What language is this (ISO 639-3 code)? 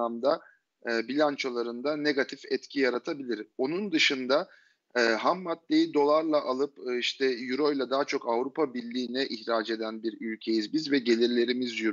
tur